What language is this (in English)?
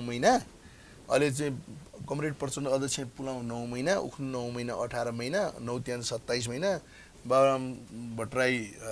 Newari